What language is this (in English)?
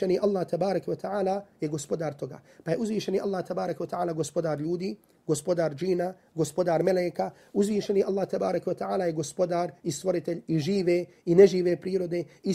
Bosnian